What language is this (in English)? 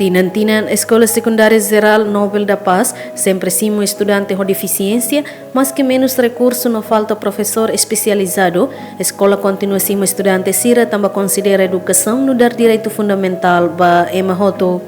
Tetum